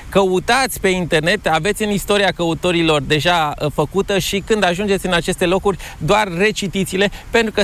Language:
Romanian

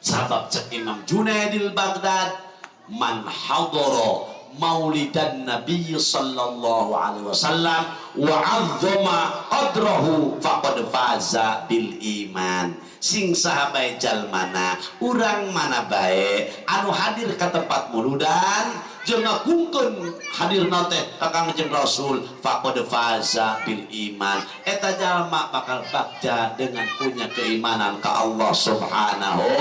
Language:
Sundanese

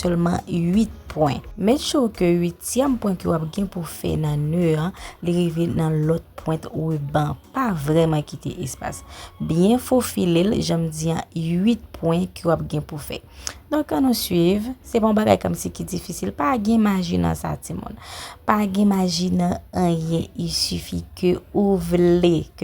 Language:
Haitian Creole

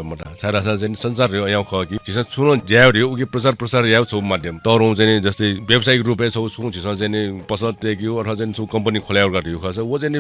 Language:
Newari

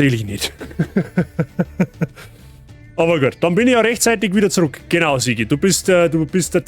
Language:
Bavarian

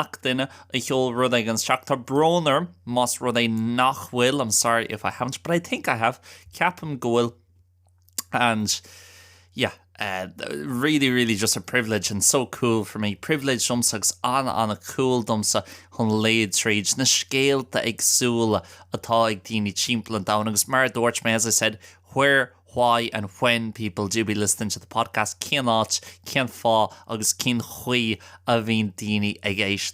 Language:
Irish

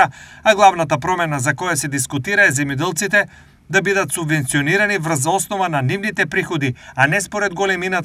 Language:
Macedonian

